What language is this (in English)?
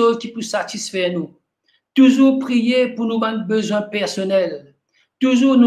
Morisyen